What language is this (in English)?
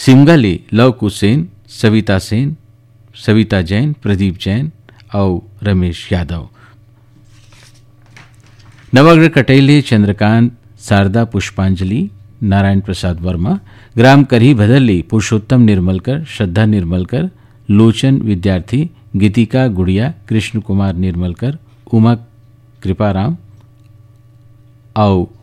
Chhattisgarhi